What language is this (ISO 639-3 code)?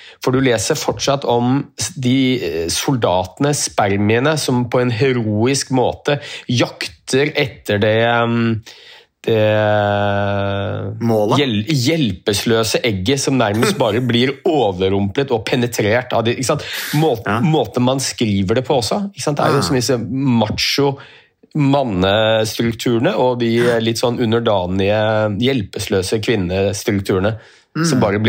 nor